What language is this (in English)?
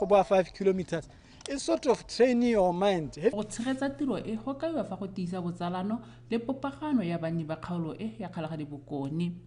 Tswana